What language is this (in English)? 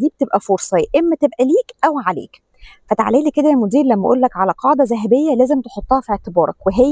Egyptian Arabic